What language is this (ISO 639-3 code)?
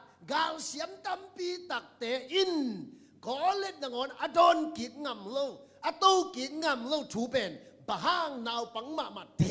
ctd